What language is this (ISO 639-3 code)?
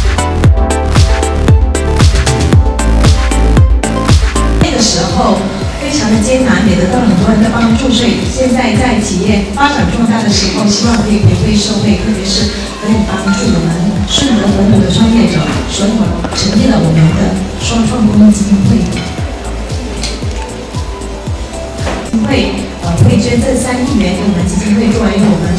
zho